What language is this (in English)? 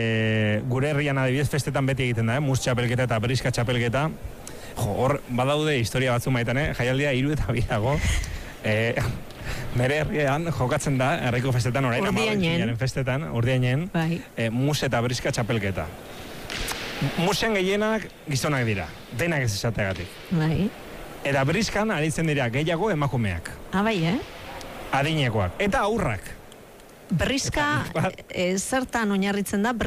Basque